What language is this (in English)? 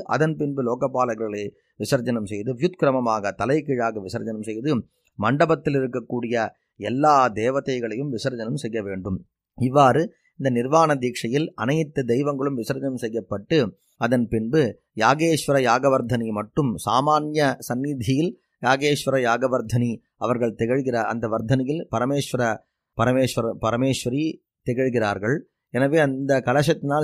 Tamil